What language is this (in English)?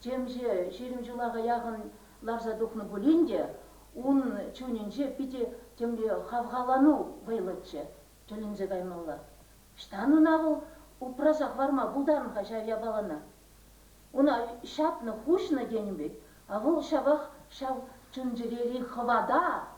Chuvash